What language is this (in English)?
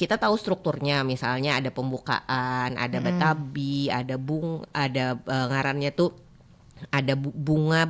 Banjar